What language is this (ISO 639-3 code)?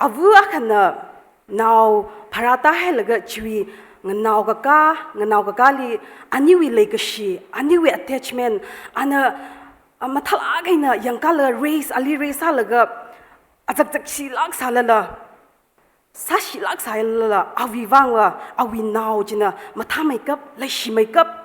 nmf